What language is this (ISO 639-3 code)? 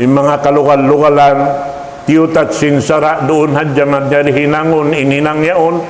tsg